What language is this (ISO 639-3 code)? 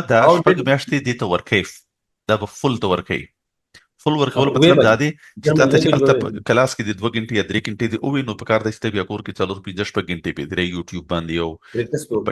pus